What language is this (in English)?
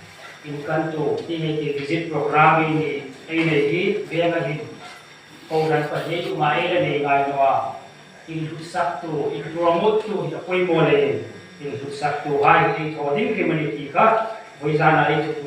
Hmar